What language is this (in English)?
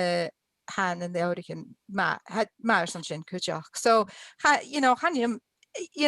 Scottish Gaelic